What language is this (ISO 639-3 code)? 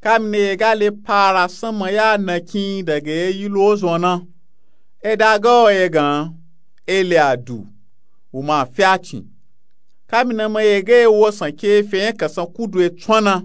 nup